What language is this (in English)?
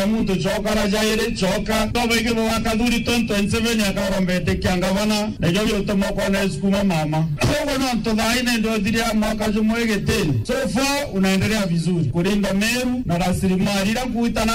Meru